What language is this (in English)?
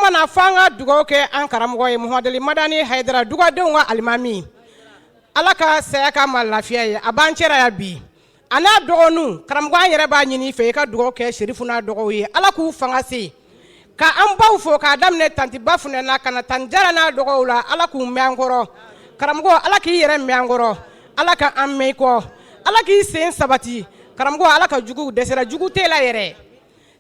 Bambara